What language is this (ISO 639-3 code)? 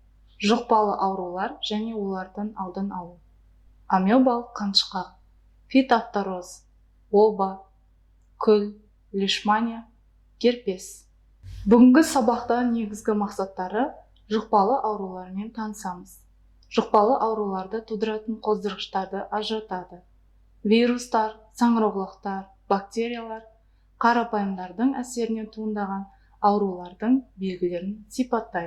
kaz